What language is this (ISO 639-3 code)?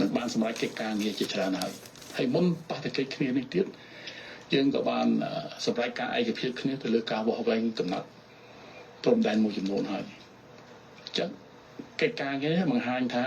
khm